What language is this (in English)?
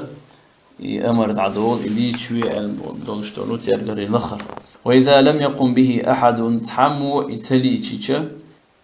Chechen